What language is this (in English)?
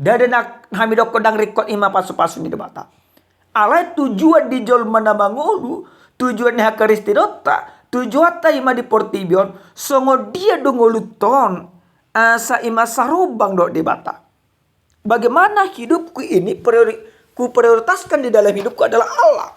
Batak Toba